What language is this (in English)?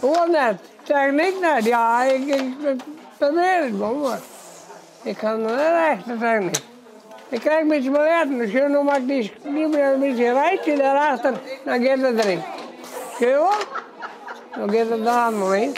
Western Frisian